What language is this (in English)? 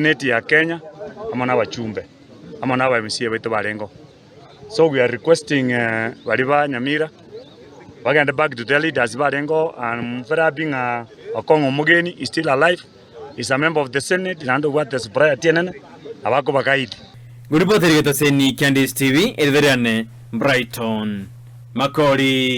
Gusii